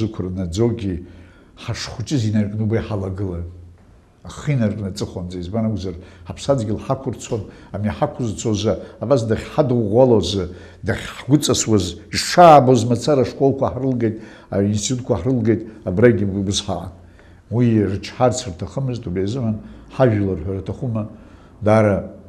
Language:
Abkhazian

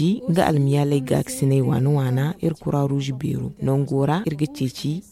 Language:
Zarma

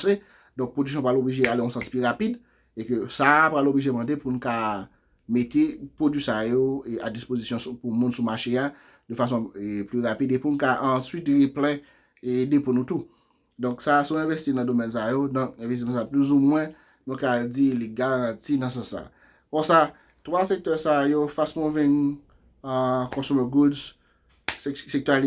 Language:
Haitian Creole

